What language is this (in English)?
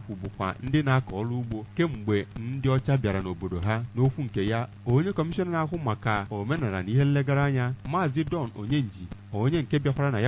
Igbo